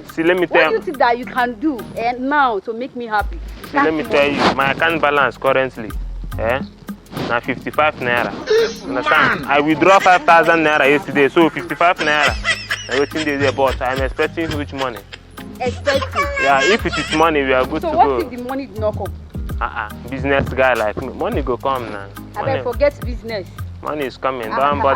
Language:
Nigerian Pidgin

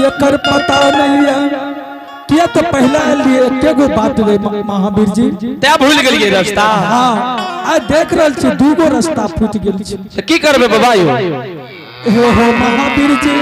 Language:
Angika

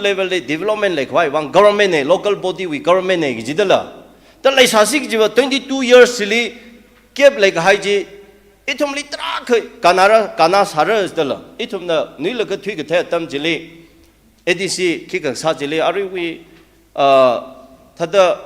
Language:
Tangkhul Naga (India)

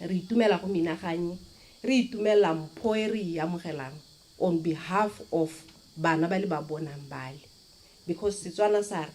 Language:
Tswana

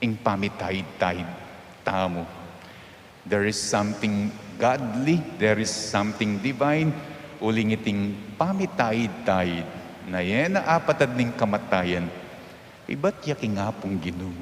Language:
Pampanga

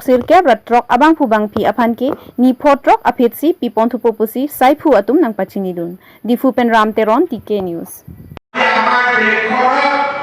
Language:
Karbi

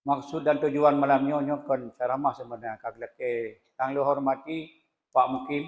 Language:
Achinese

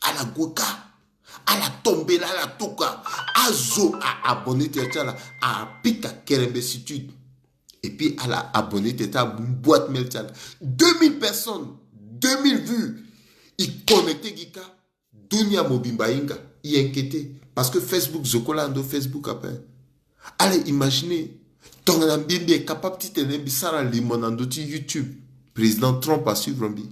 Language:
Sango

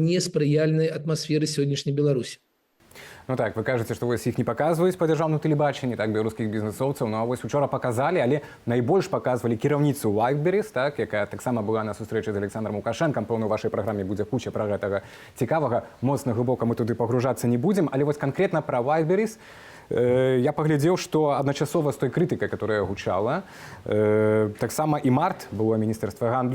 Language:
Belarusian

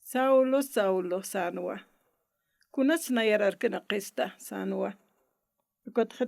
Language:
Aymara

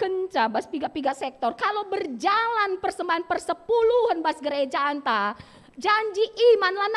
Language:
Batak Karo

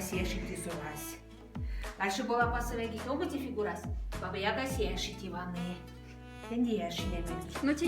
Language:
Moksha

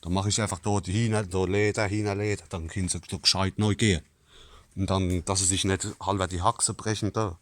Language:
Palatine German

